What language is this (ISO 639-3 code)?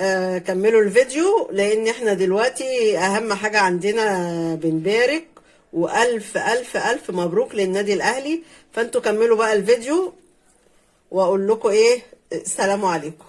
arz